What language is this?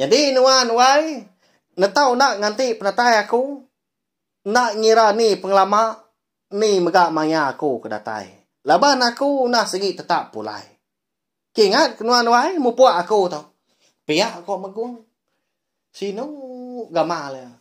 Iban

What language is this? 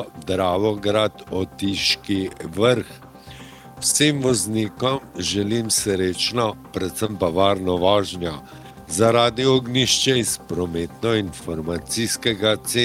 Slovenian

